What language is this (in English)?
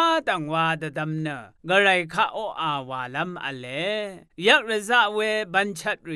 Rawang